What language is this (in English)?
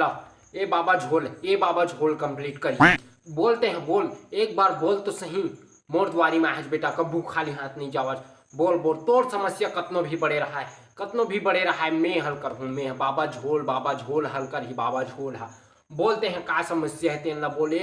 Chhattisgarhi